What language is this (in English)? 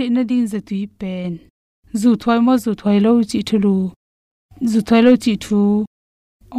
Tedim Chin